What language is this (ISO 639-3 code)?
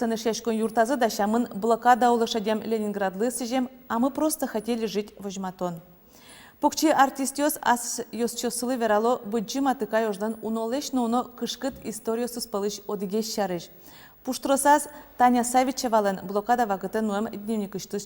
udm